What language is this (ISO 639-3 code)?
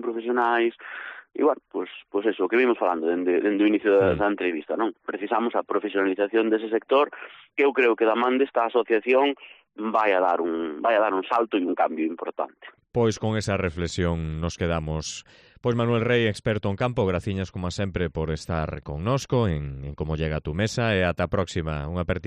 glg